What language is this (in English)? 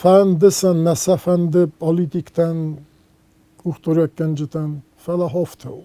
Ossetic